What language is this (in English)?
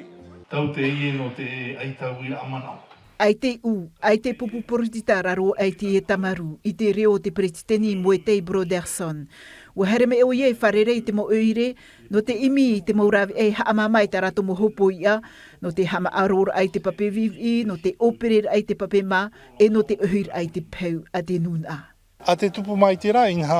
Tahitian